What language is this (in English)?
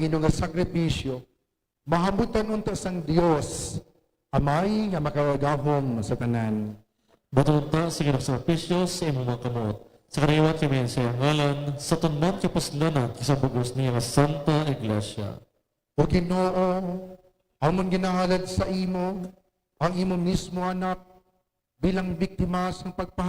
Hiligaynon